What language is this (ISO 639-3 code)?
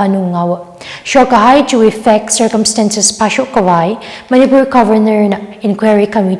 nmf